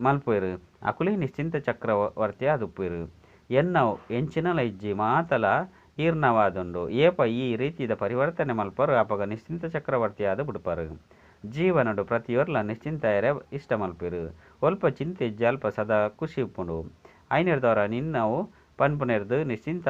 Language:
Tulu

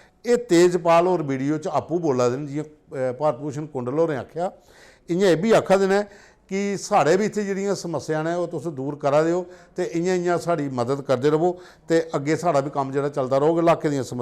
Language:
Dogri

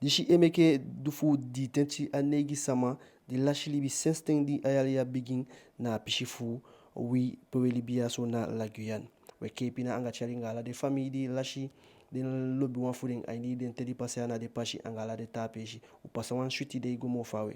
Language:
Eastern Maroon Creole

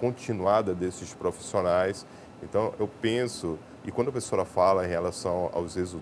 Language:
Portuguese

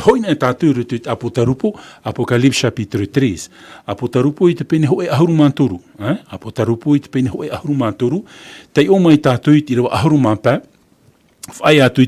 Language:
Tahitian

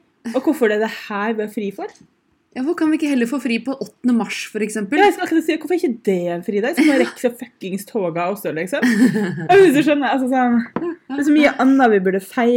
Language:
Norwegian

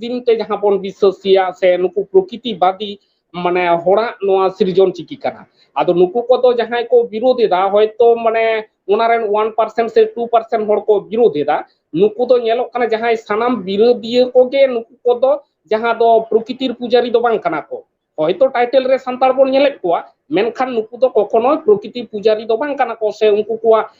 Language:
Santali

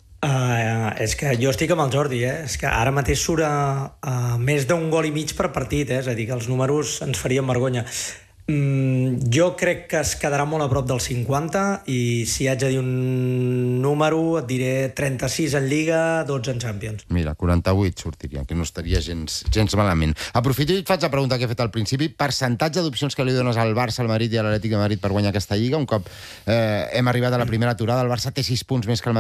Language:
Catalan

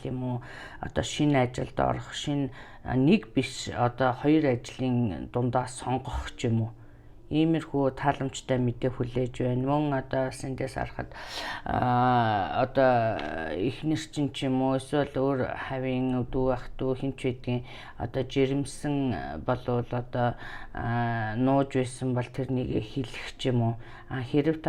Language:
Mongolian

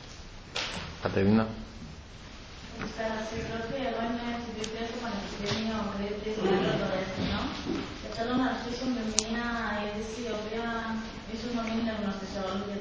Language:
Greek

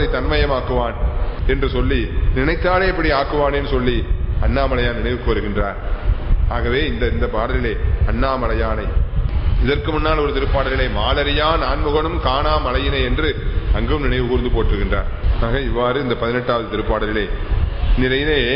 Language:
Tamil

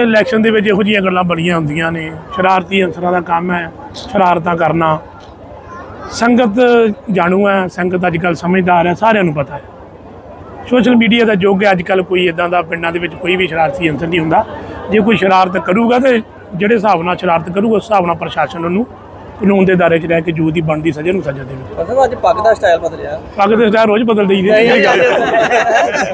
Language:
Punjabi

